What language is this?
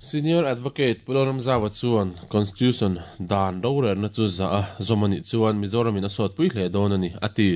Mizo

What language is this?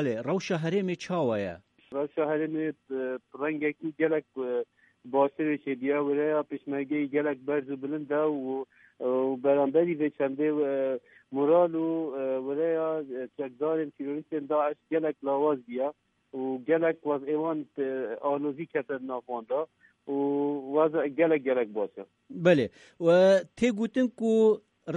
Kurdish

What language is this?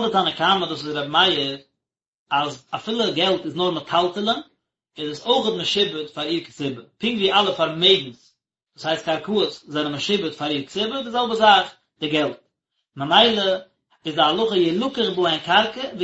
Yiddish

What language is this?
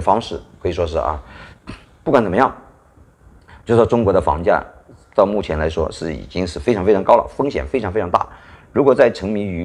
Chinese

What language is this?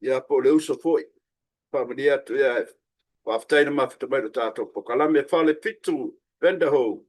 Samoan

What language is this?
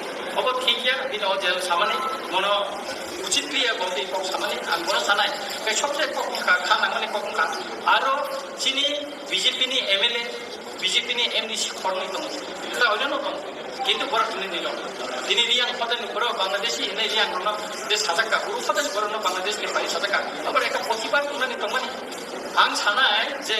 Kok Borok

